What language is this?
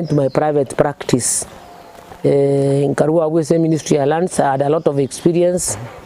Gusii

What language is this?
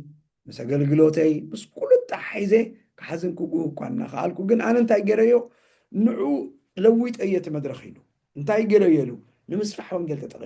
Tigrinya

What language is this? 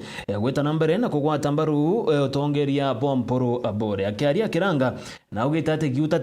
Meru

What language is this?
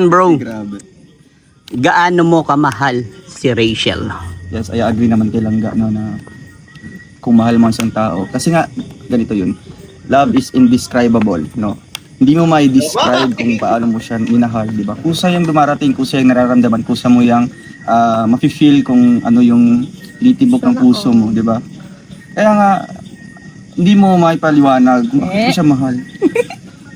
Filipino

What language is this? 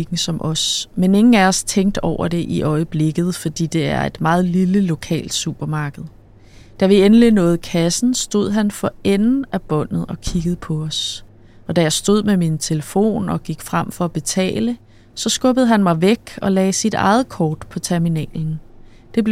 Danish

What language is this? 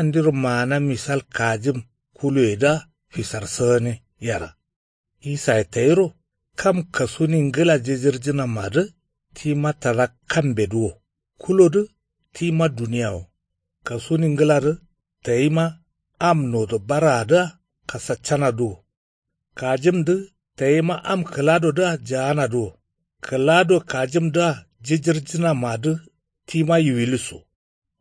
Kanuri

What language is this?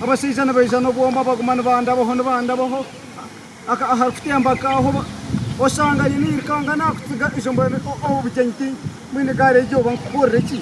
Nyankole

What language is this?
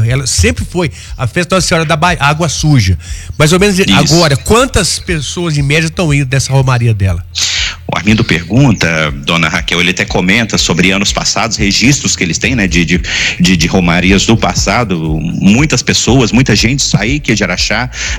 Portuguese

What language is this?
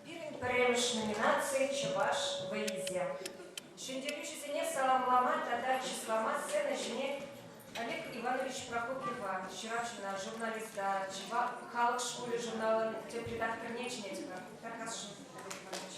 Chuvash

